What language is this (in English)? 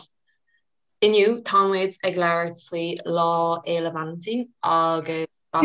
Irish